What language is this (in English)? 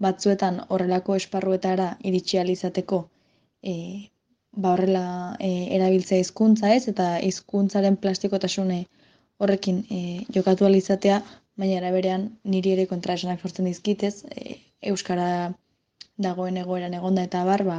Basque